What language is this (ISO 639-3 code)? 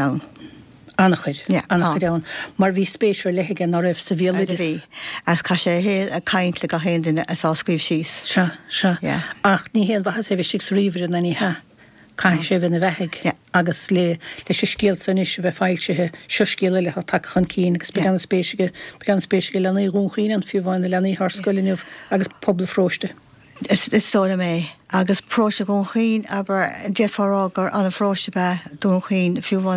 gle